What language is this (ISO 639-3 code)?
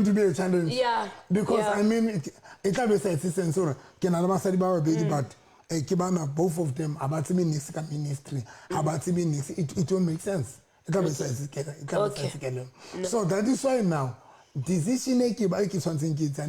sot